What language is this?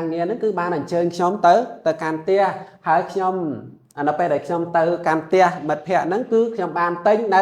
Khmer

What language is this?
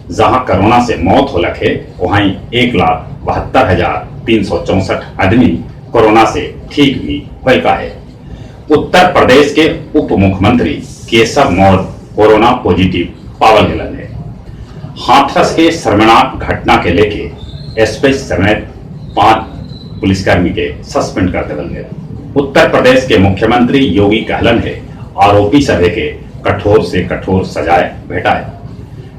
Magahi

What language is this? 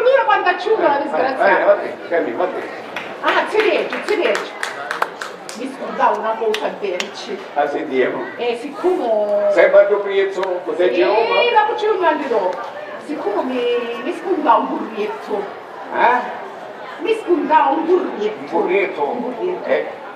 Sicilian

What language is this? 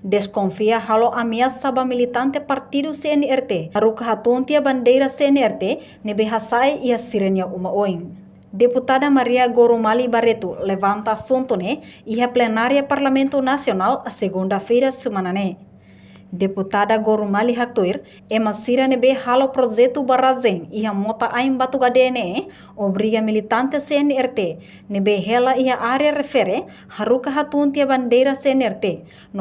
Tetum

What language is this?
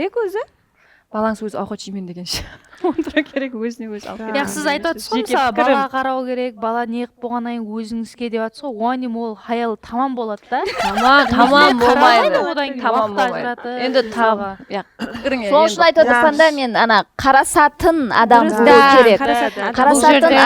Kara-Kalpak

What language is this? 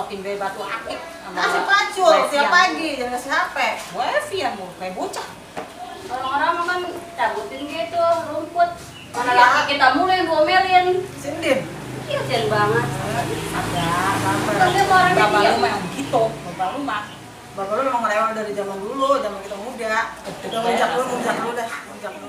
Betawi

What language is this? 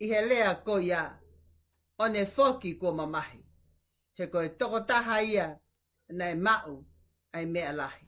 Tongan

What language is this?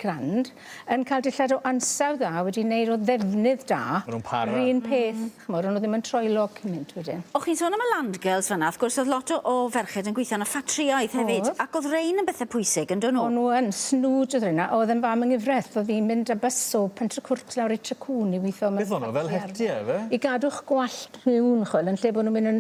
Welsh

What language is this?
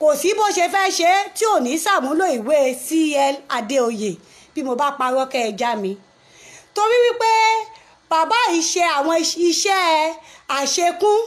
Yoruba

